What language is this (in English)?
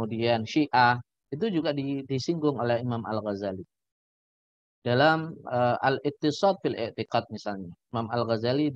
Indonesian